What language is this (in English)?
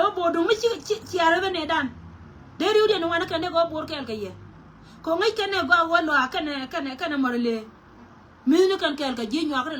Nuer